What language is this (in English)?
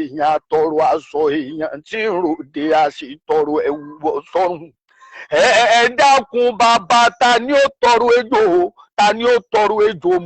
Yoruba